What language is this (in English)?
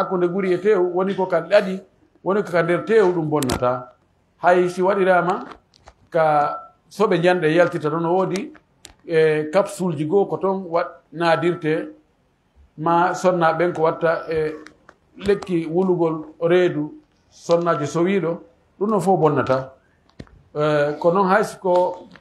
Pular